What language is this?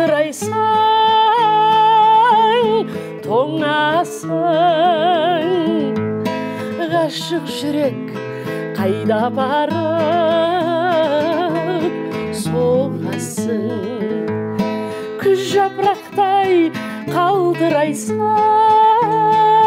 Kazakh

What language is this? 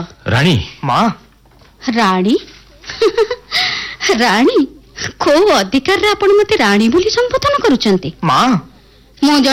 Odia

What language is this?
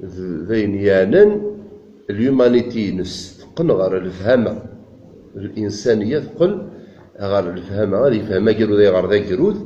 Kabyle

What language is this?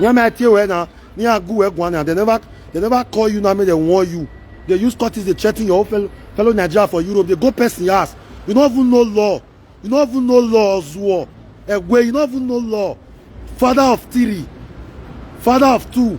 Nigerian Pidgin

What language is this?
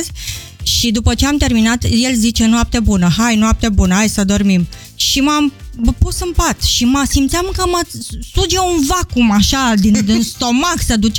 Romanian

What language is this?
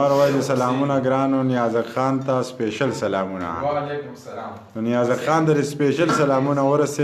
Pashto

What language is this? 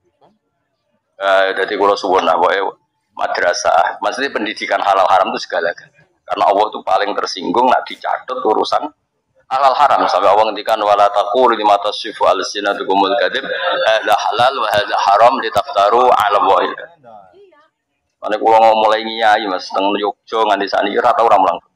Javanese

